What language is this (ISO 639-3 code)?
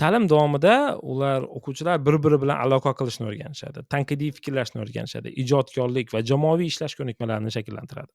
uzb